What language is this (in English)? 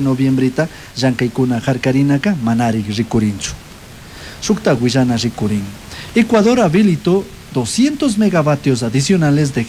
Chimborazo Highland Quichua